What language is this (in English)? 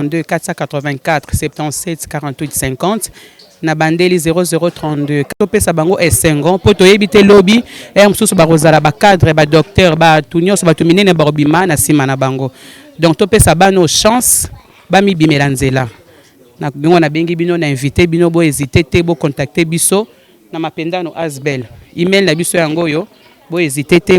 Lingala